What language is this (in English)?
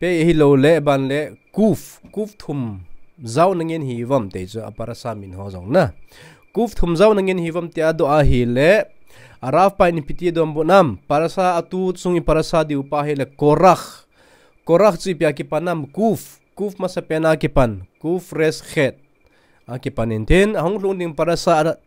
Thado Chin